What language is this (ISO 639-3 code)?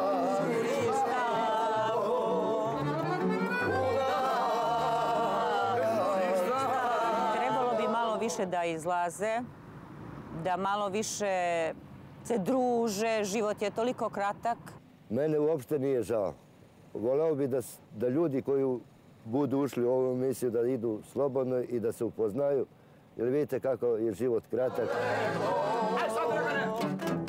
srp